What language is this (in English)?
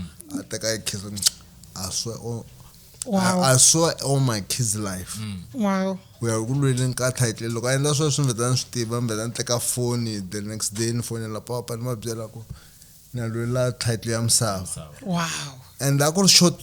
Tsonga